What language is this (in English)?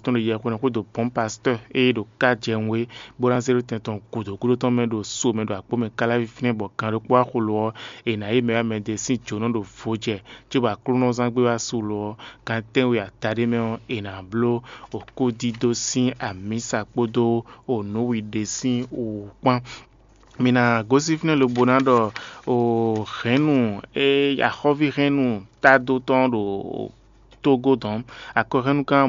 Fon